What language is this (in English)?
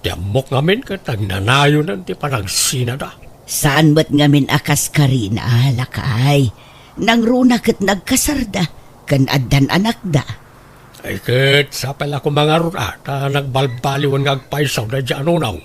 Iloko